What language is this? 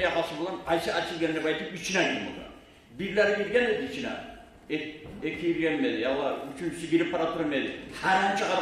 Kumyk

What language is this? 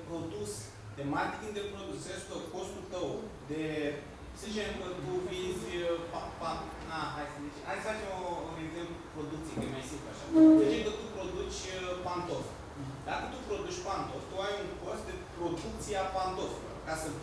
Romanian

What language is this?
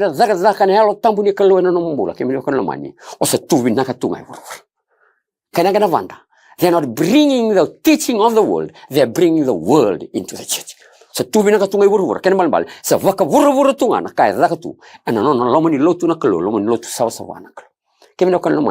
Fijian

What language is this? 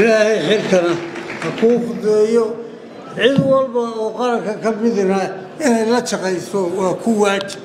Somali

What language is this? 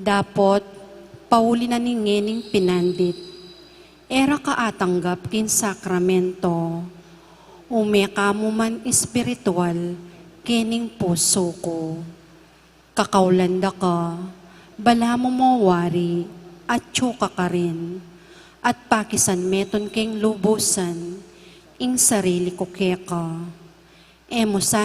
Pampanga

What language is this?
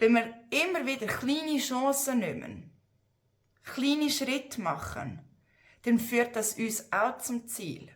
Swiss German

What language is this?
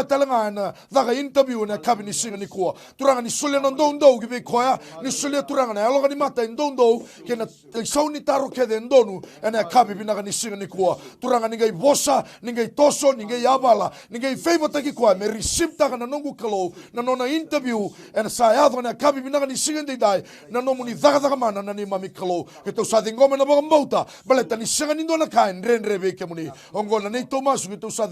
Fijian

